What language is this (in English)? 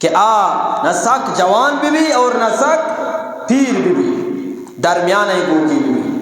Eastern Balochi